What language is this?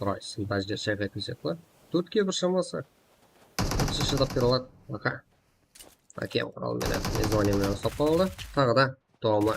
Kara-Kalpak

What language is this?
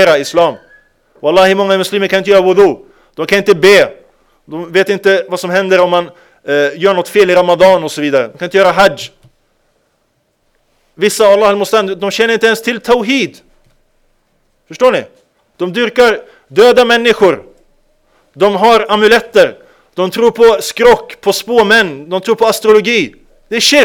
Swedish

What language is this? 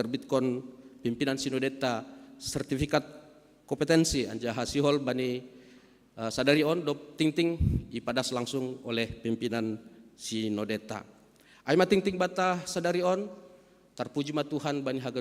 Batak Simalungun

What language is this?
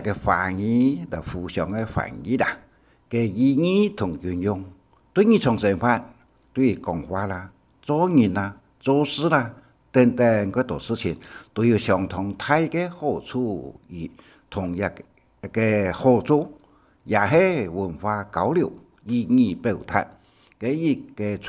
Hakka Chinese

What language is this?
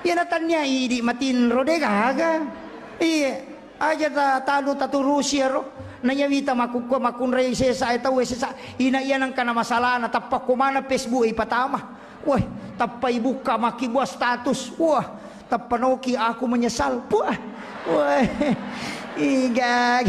Buginese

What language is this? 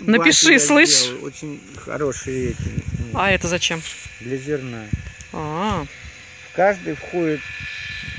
Russian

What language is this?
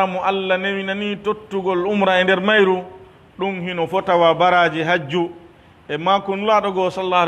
Pular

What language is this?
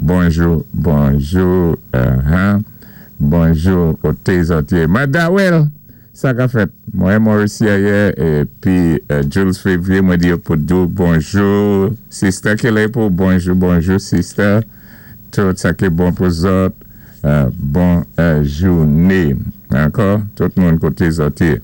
Saint Lucian Creole French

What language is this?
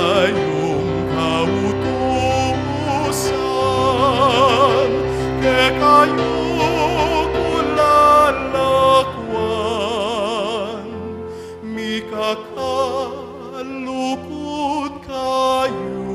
Pampanga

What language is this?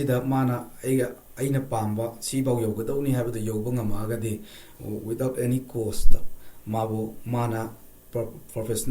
Manipuri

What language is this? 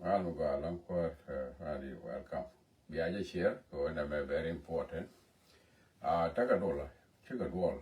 Nuer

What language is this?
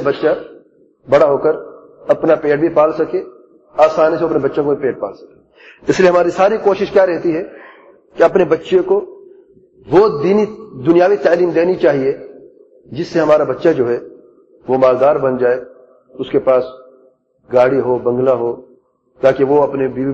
Urdu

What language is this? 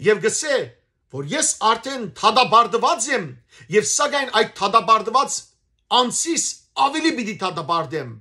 Western Armenian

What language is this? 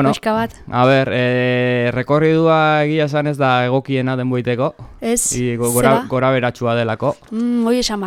Basque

